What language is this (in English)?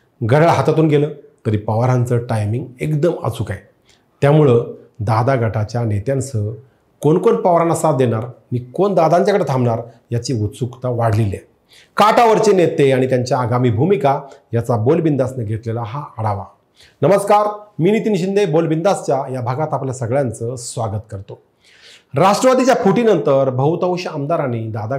Marathi